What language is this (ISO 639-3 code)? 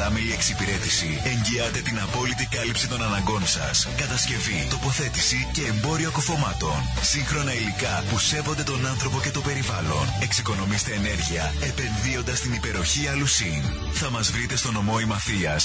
ell